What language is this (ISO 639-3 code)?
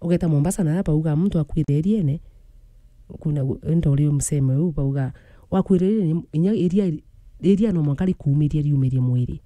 mer